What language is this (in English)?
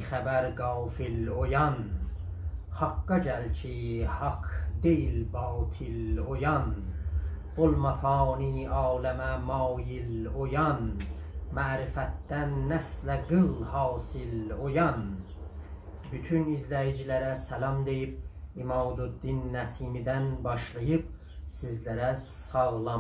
South Azerbaijani